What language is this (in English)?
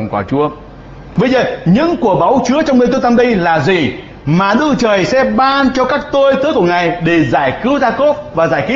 Vietnamese